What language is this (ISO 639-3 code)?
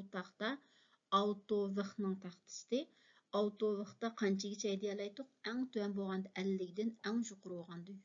uig